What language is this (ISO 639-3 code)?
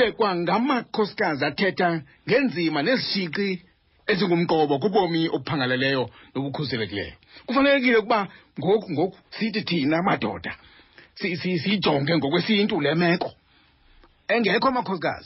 xho